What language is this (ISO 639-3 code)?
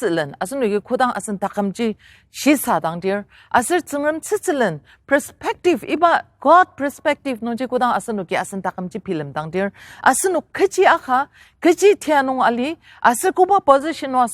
njo